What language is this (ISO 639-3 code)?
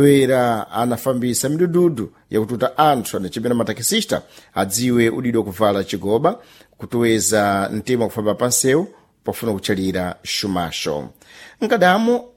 seh